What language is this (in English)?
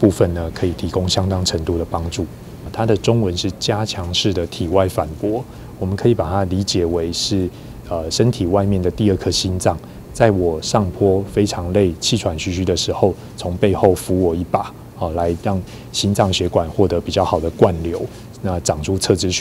Chinese